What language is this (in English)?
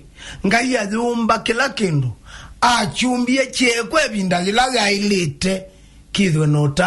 Kamba